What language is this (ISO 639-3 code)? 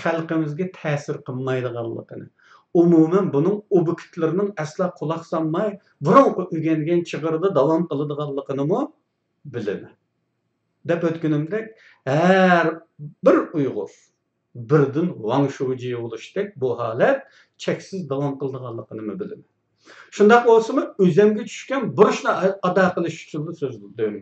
uig